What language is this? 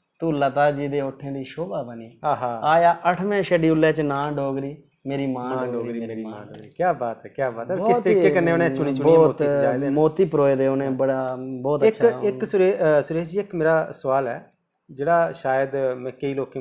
Dogri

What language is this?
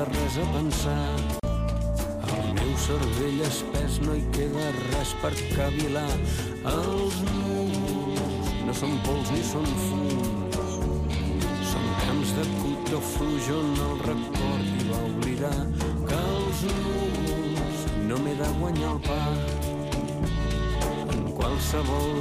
Catalan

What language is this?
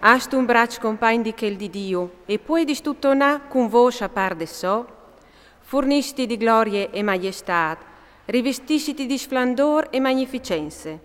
Friulian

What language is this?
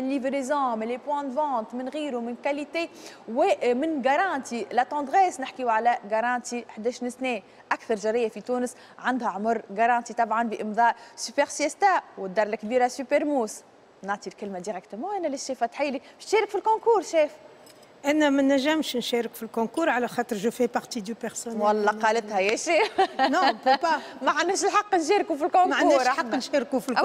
Tunisian Arabic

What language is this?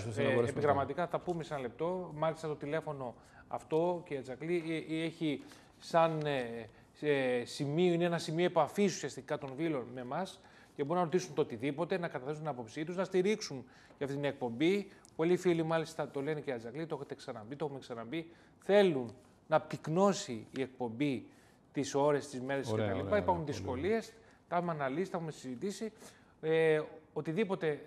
Greek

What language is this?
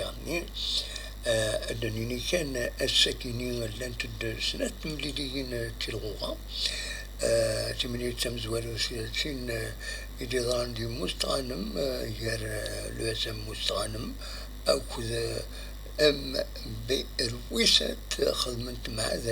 Kabyle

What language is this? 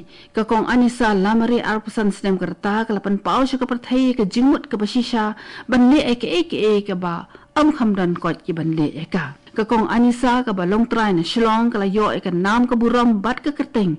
Khasi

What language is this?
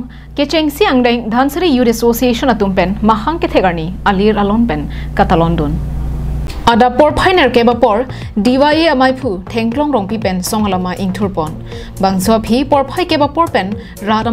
Karbi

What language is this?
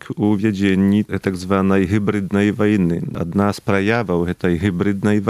Polish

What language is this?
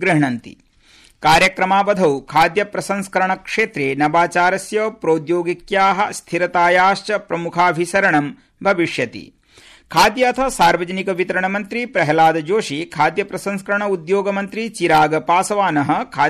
Sanskrit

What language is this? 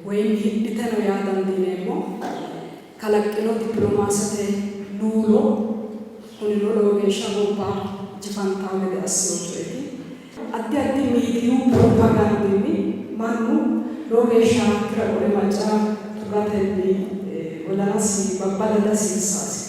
Sidamo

